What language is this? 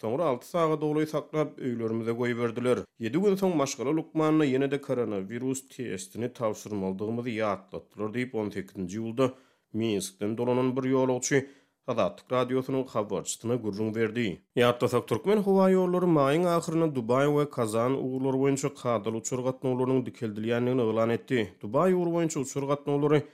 Turkmen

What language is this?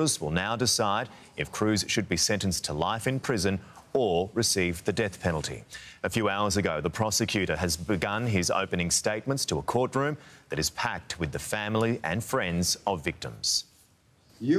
English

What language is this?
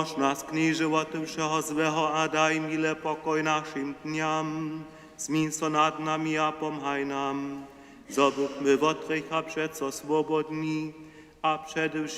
Upper Sorbian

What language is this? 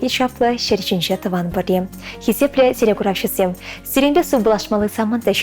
Chuvash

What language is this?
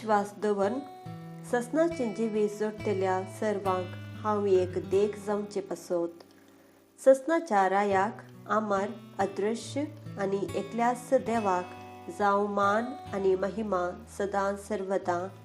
Konkani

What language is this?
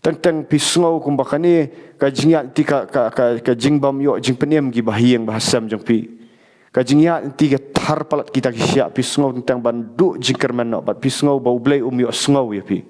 Khasi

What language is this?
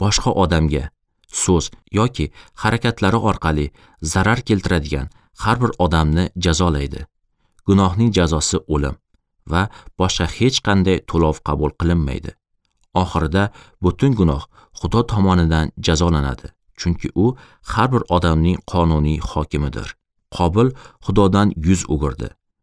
Uzbek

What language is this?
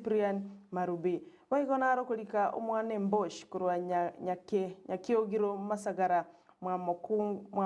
Gusii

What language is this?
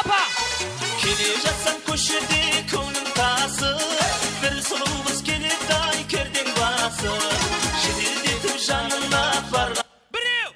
Kara-Kalpak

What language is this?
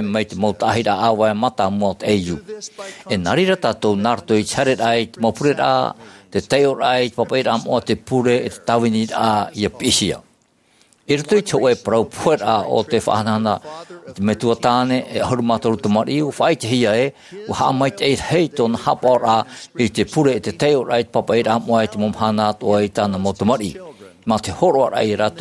Tahitian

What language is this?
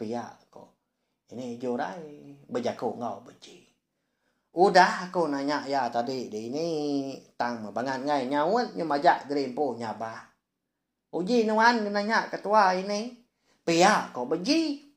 Iban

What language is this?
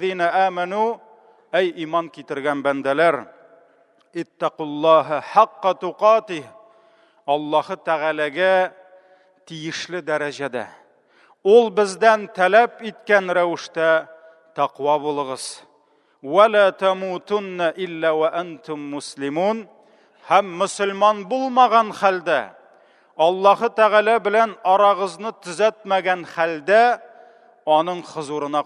Tatar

